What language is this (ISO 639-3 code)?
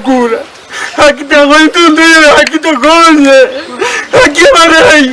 guz